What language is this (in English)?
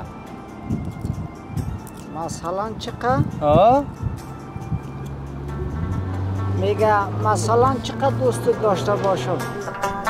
Persian